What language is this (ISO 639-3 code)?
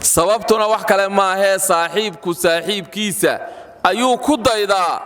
som